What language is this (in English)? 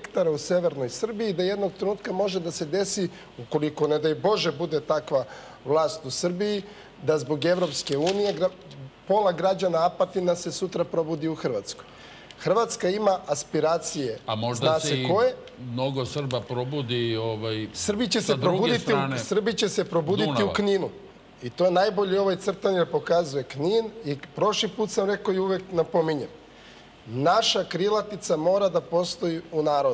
Serbian